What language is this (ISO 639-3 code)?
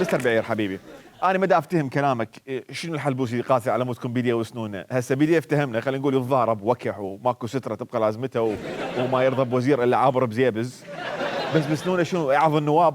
acm